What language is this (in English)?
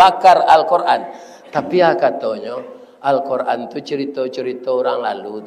Minangkabau